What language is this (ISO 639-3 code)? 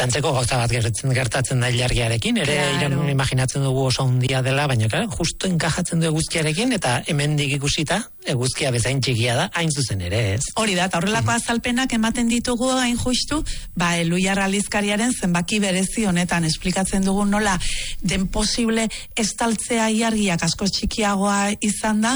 eus